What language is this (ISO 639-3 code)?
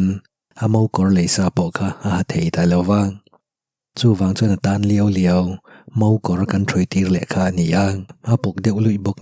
lus